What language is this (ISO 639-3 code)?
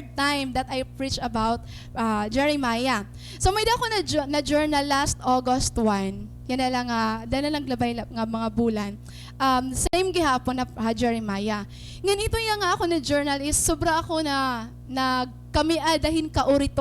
war